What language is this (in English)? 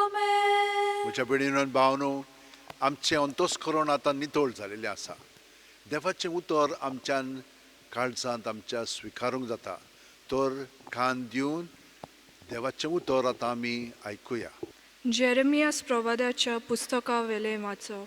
Konkani